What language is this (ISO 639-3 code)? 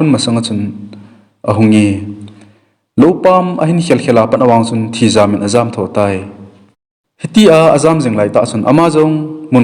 tcz